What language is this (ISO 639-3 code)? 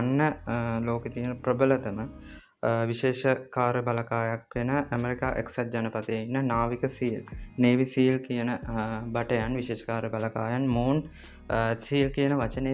sin